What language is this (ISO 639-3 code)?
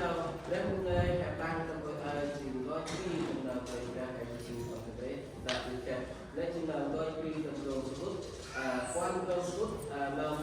cmo